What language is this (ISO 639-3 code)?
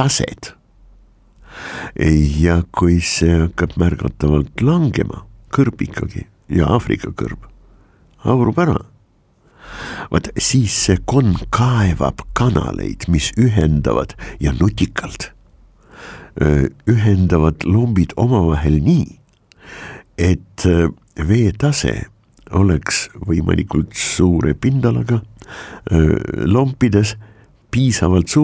est